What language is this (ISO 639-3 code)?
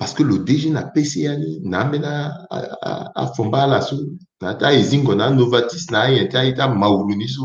sag